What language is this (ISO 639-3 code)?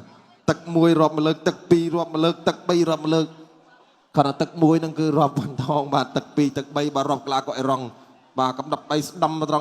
khm